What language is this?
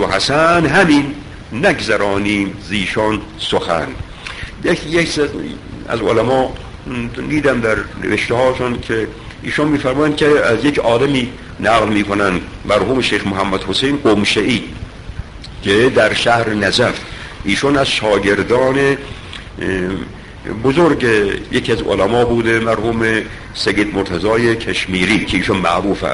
Persian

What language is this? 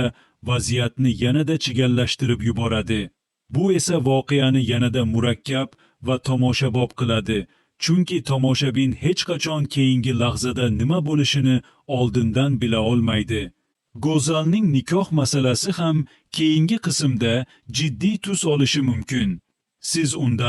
Uzbek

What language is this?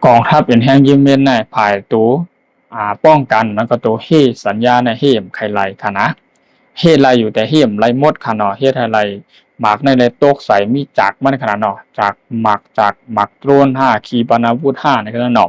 Shan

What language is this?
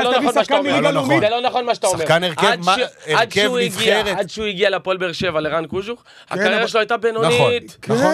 Hebrew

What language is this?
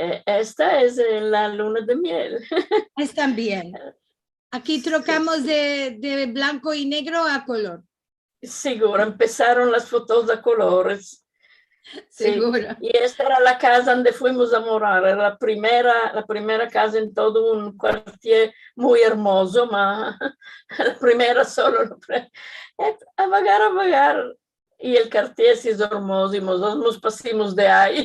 Ladino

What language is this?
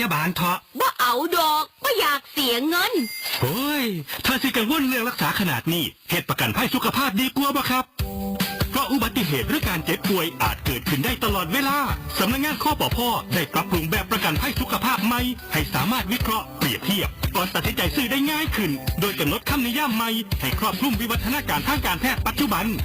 Northeastern Thai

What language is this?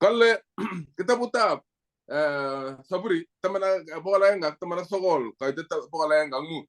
Kalenjin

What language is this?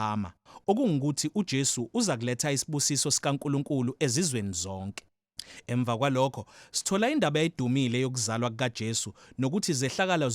Zulu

